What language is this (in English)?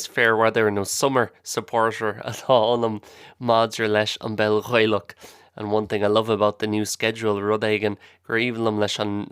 Irish